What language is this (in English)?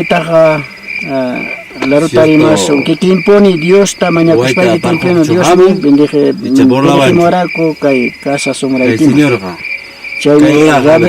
Quechua